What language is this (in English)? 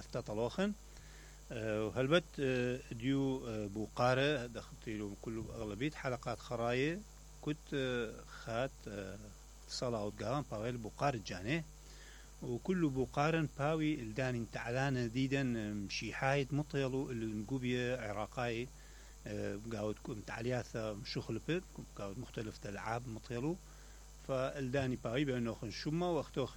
Mesopotamian Arabic